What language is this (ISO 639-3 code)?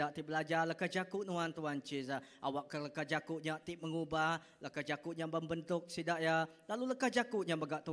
iba